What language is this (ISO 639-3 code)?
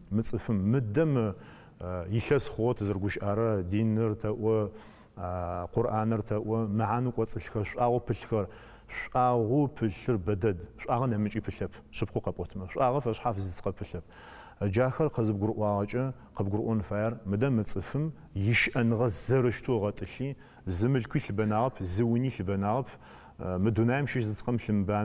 ady